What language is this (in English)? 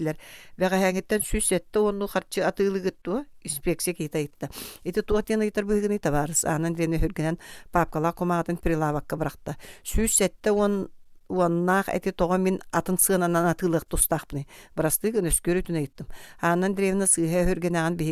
Yakut